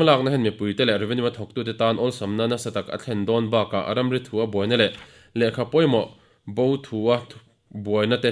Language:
Mizo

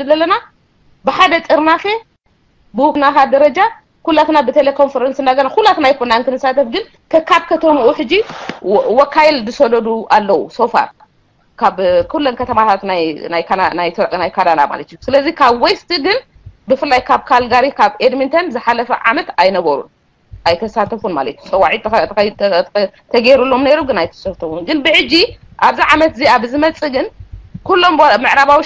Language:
Tigrinya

